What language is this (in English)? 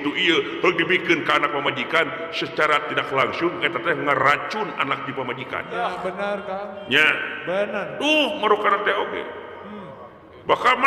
Sundanese